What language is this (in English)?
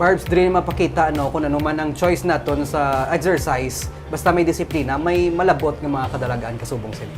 Hiligaynon